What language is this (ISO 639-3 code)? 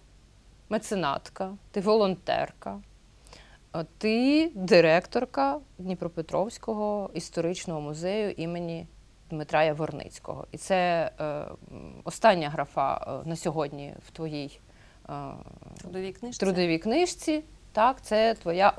ukr